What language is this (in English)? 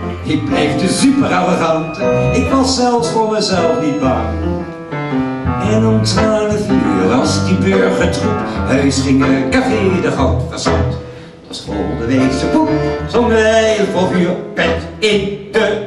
Dutch